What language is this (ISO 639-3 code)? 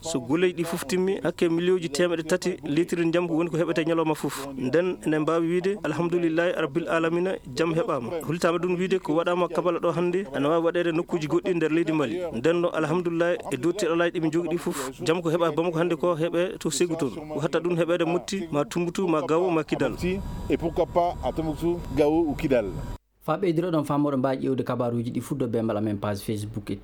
ffm